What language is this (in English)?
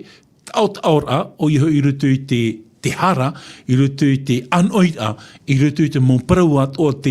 Tahitian